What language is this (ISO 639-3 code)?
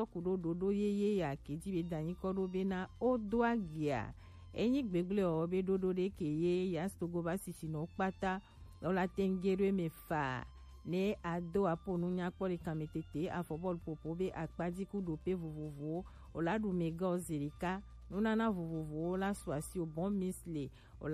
gej